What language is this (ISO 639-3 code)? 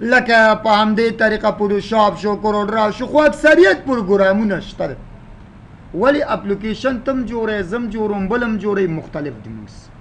pus